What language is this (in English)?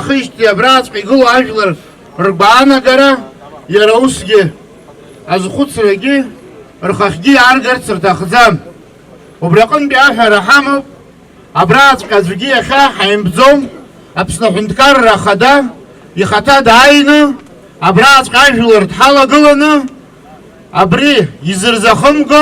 Abkhazian